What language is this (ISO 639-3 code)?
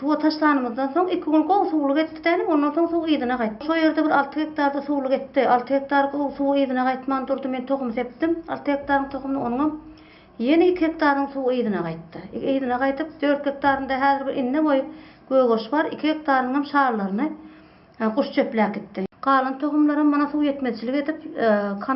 tuk